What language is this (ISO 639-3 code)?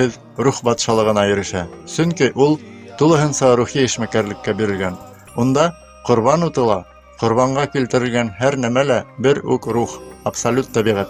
bak